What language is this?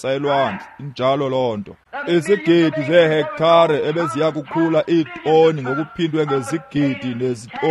Xhosa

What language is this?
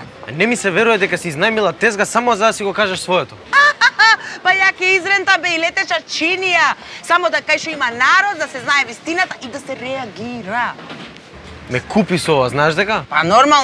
Macedonian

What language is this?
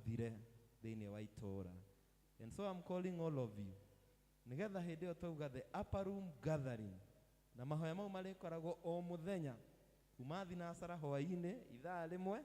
Kikuyu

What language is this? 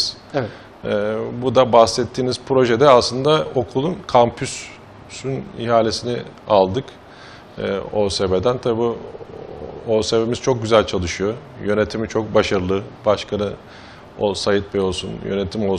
Turkish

